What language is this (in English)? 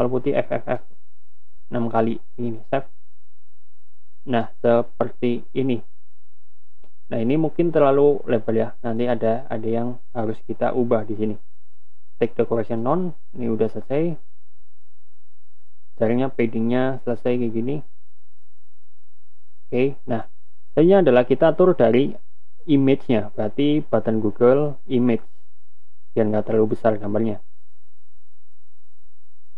Indonesian